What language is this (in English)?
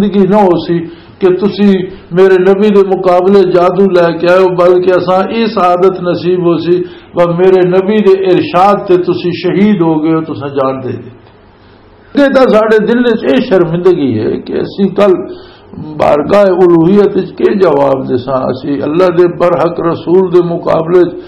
Western Panjabi